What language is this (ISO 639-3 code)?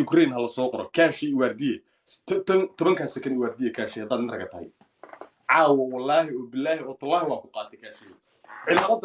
som